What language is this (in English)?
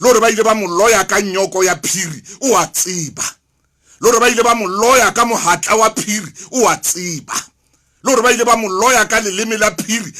Southern Sotho